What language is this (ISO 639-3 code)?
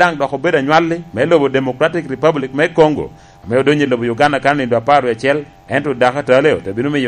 laj